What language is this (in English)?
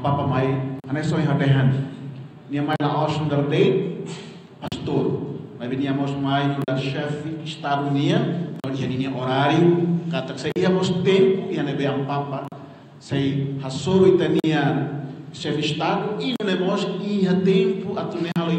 Tetum